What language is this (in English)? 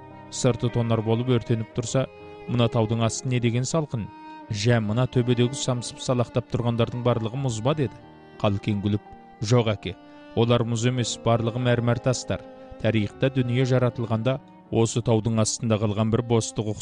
Kazakh